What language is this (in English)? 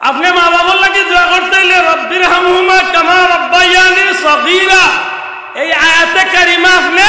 Sylheti